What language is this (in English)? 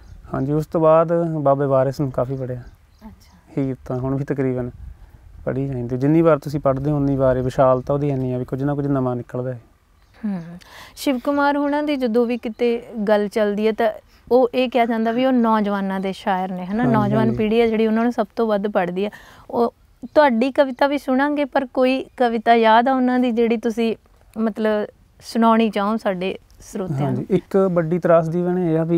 Punjabi